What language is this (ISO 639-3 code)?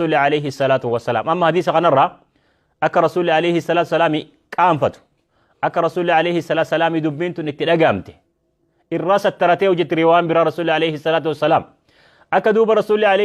orm